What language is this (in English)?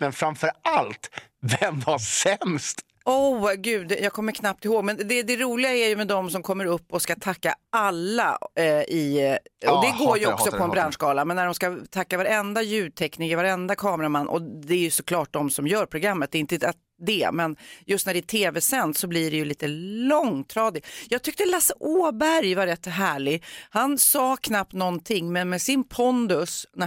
Swedish